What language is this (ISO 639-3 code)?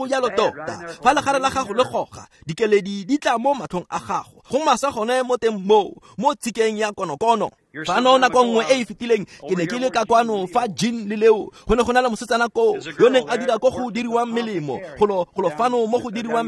tsn